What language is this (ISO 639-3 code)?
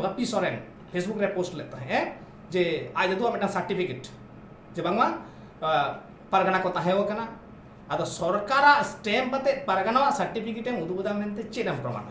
sat